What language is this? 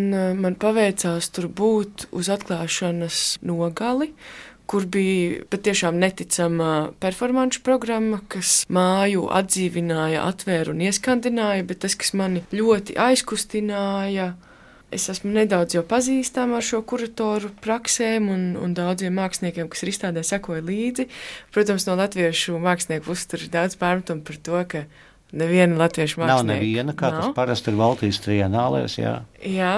Latvian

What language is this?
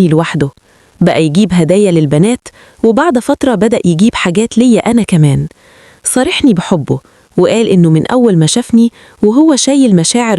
Egyptian Arabic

